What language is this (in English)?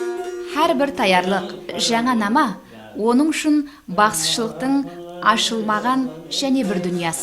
Kara-Kalpak